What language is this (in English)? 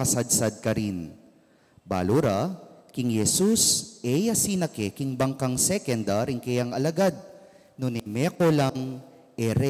Pampanga